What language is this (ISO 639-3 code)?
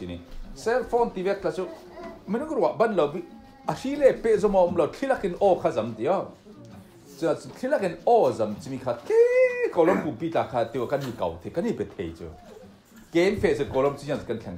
cfm